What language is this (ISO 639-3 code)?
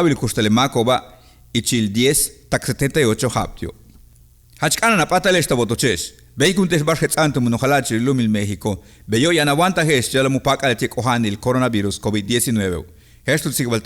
yua